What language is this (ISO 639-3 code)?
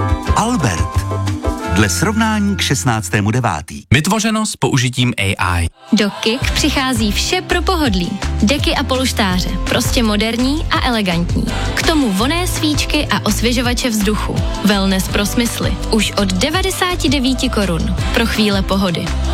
ces